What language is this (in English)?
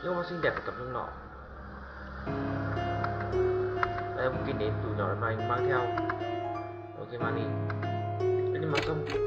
Vietnamese